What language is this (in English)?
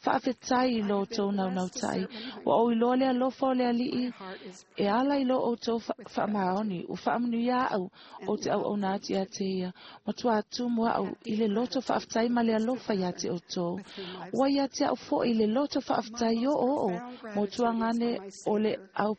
Samoan